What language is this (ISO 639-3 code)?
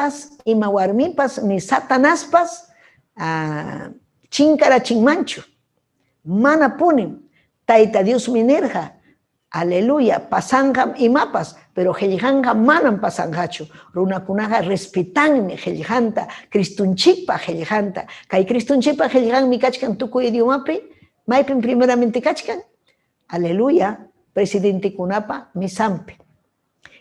quy